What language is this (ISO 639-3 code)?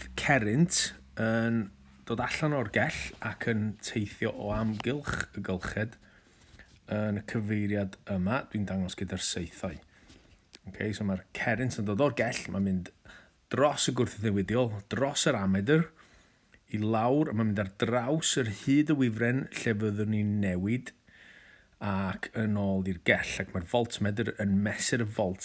cym